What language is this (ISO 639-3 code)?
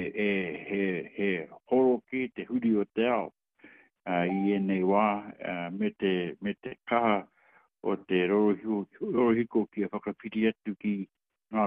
mri